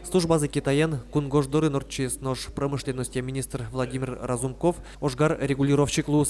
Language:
Udmurt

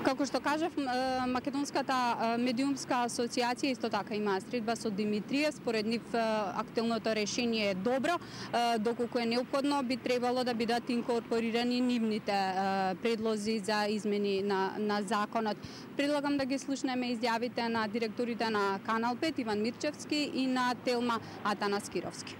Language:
Macedonian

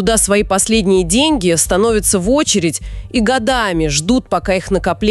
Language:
Russian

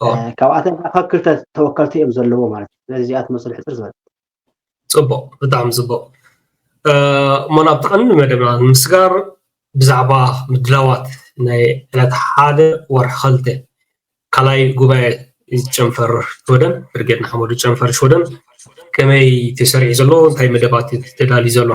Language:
Tigrinya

